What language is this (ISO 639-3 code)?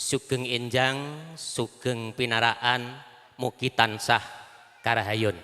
jav